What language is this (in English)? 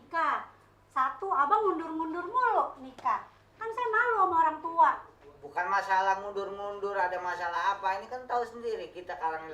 Betawi